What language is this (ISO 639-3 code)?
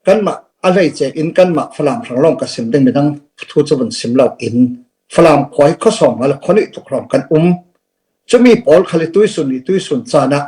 cfm